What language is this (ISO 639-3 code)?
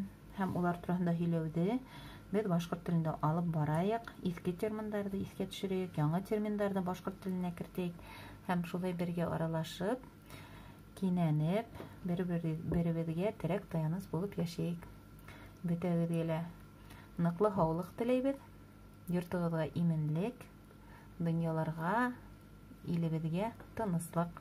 bak